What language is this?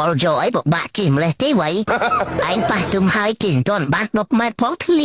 Khmer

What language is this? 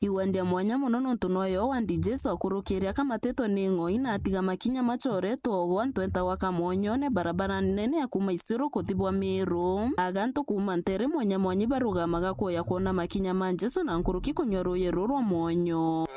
Meru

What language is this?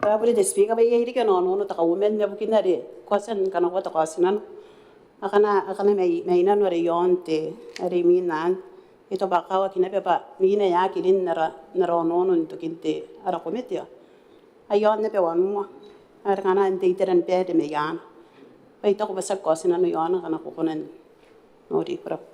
Gilbertese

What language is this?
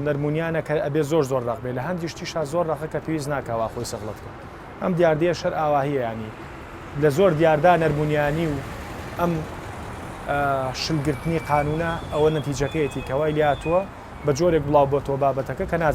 Central Kurdish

